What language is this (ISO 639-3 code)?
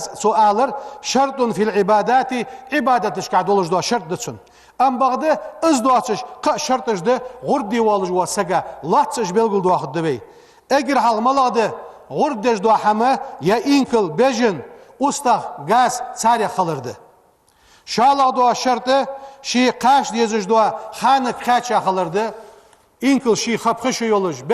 inh